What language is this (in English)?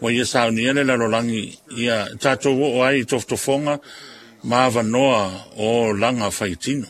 Samoan